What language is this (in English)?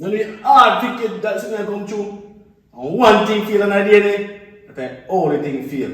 Jamaican Creole English